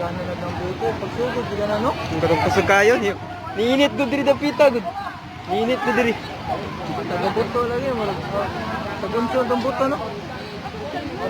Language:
Cebuano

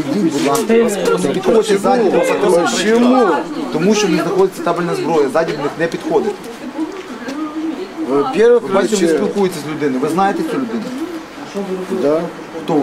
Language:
Ukrainian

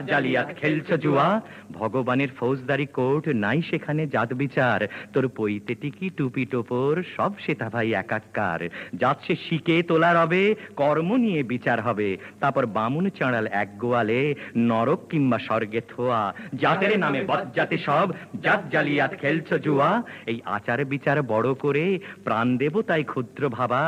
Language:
Bangla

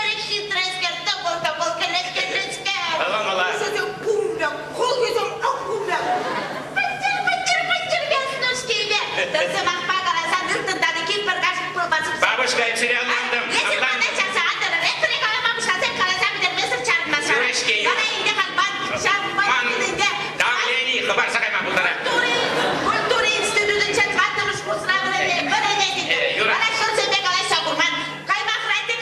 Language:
Chuvash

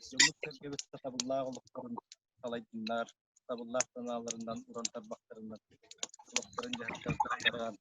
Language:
Yakut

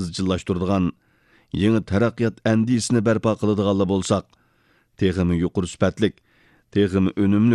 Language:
Uyghur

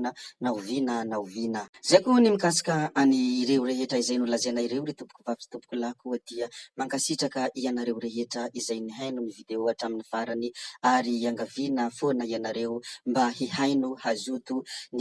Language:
Malagasy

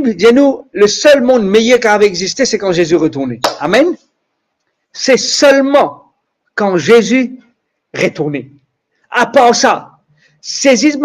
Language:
Morisyen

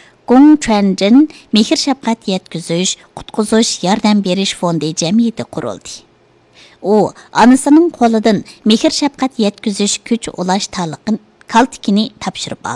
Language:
Uyghur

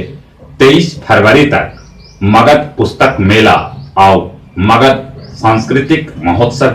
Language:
Magahi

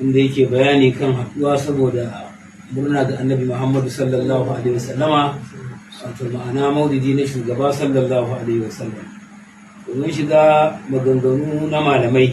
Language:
Hausa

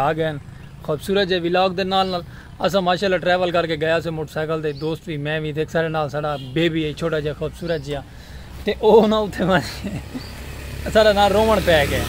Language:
Saraiki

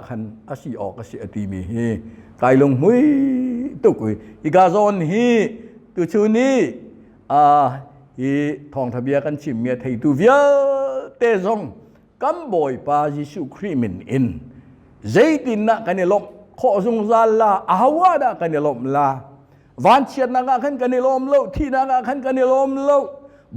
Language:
Hakha Chin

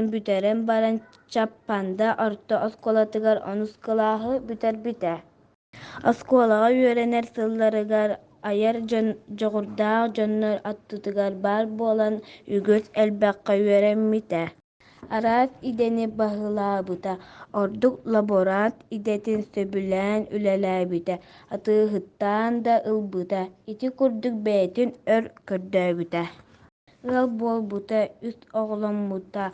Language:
Yakut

